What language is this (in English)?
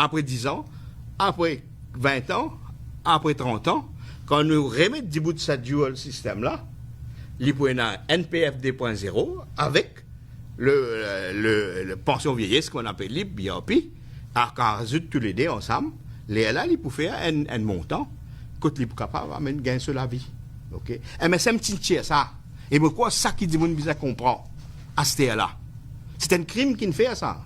Morisyen